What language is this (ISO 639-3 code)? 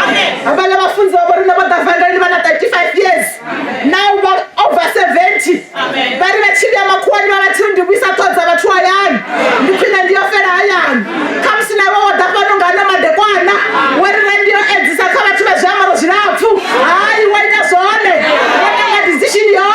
ven